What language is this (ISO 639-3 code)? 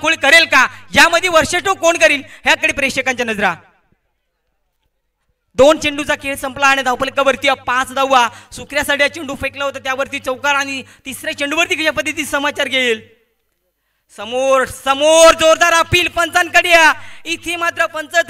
mar